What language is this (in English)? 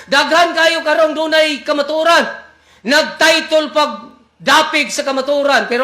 Cebuano